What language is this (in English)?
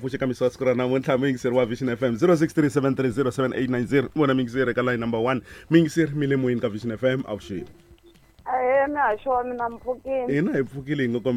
Tsonga